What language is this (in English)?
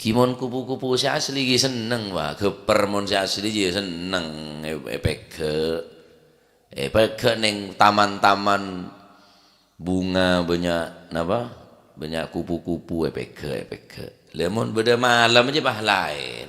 Madurese